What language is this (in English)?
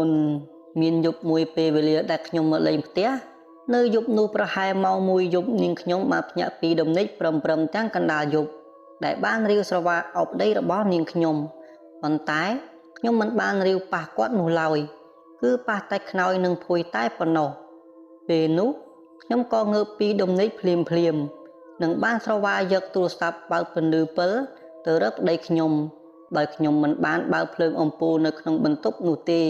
Khmer